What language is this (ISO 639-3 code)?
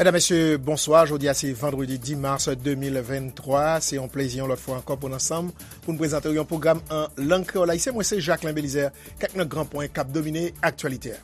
hat